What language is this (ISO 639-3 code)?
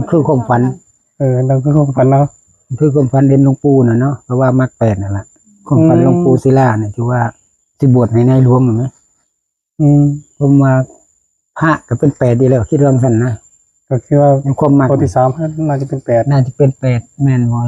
tts